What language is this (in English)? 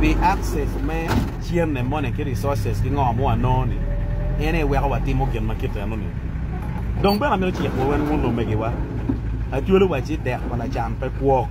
Acoli